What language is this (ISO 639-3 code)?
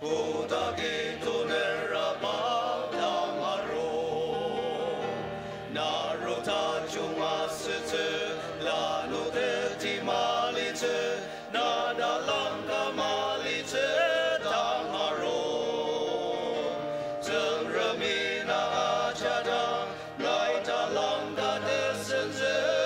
njo